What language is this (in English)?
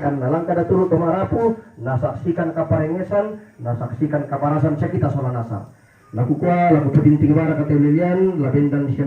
Toraja-Sa'dan